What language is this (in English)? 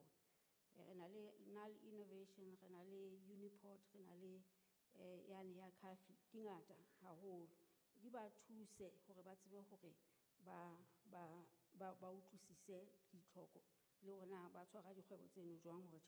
Southern Sotho